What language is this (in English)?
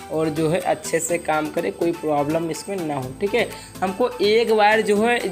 Hindi